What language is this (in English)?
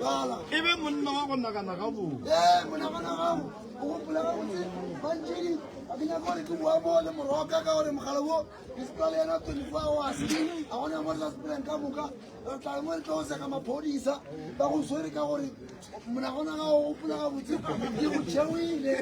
Northern Sotho